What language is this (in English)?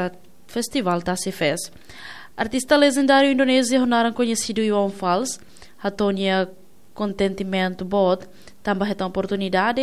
Tetum